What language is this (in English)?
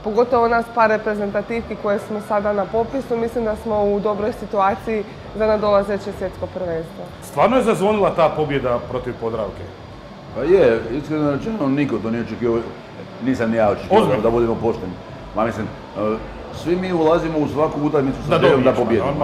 Croatian